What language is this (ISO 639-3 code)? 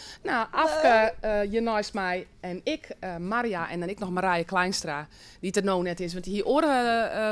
fry